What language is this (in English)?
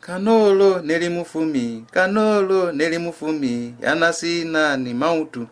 Lozi